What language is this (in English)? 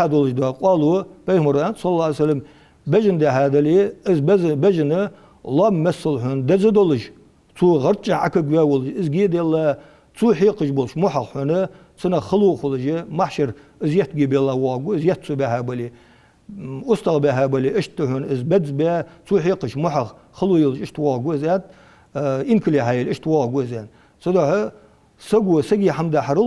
Ingush